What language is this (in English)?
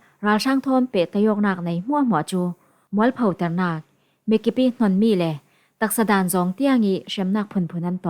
Falam Chin